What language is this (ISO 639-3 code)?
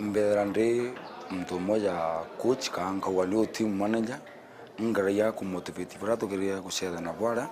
mer